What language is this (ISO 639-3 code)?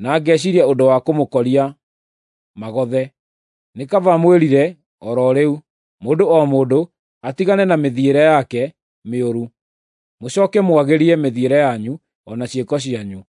kik